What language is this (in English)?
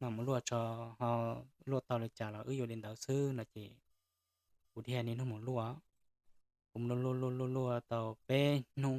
Hmong